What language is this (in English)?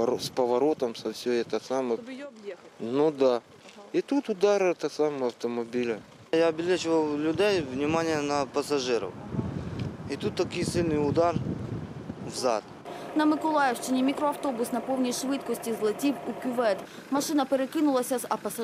Ukrainian